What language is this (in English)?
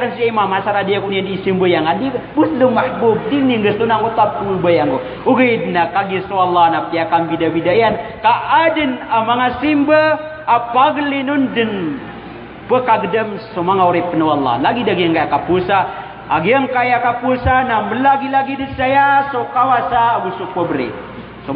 Maranao